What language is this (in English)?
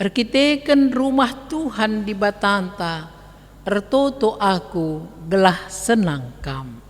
Batak Karo